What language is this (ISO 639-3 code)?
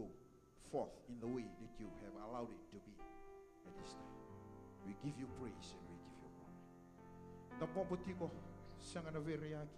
fij